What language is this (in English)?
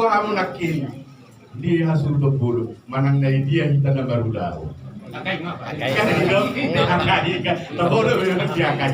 Batak Toba